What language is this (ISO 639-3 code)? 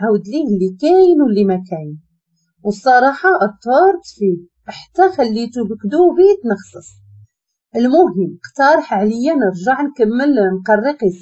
ary